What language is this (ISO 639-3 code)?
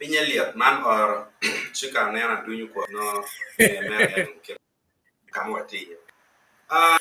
ach